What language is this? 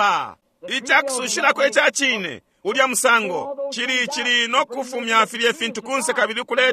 Bemba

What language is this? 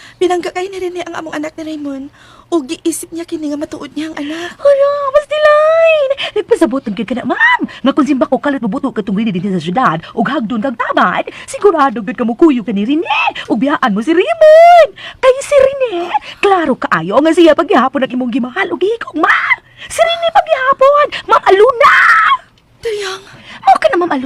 Cebuano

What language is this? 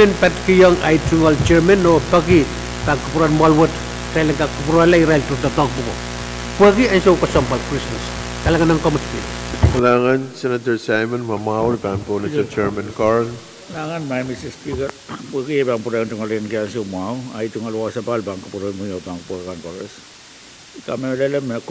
Pohnpeian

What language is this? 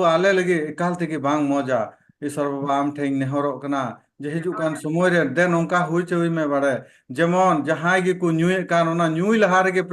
Santali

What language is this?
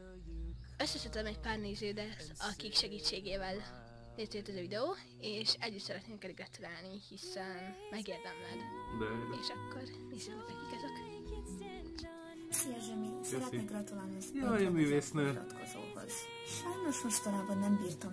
Hungarian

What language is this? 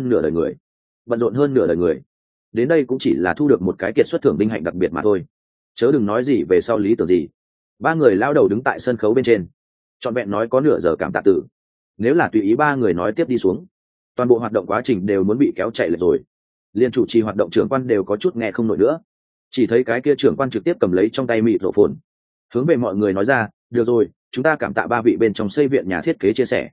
Vietnamese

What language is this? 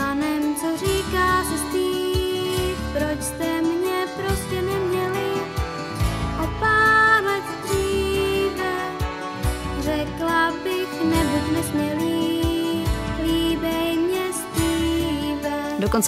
Czech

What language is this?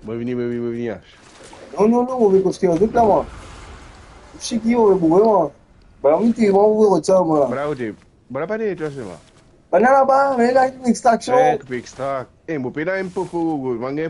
Morisyen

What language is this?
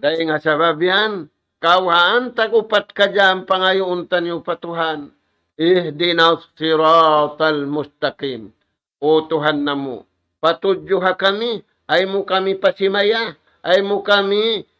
Tausug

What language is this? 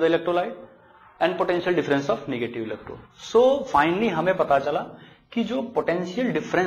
Hindi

